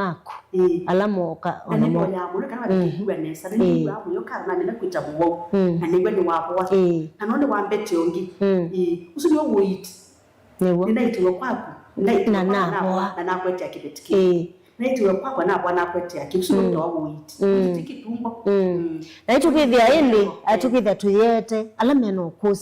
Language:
Kamba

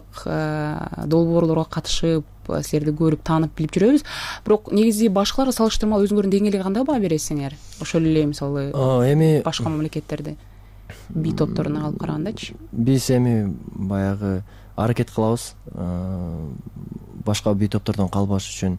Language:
Kyrgyz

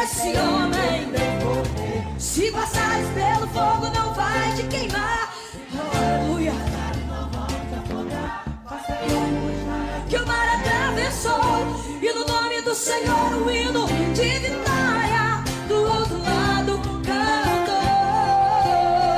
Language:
Portuguese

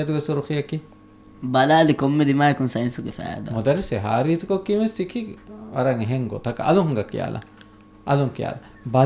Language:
Divehi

